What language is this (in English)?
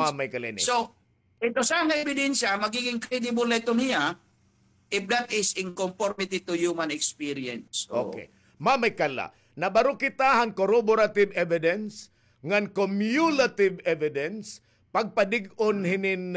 Waray